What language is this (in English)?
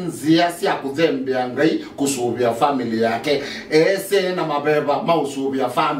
Kamba